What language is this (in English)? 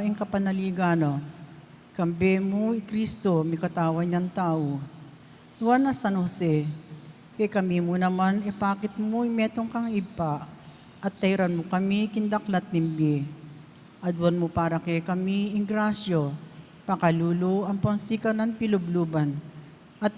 Pampanga